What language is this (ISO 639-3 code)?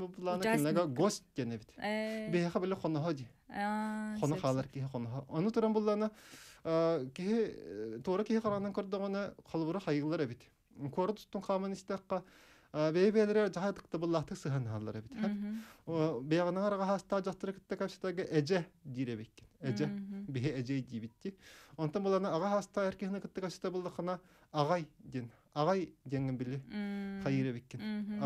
sah